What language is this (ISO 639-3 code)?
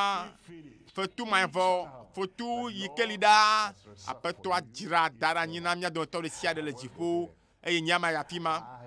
ewe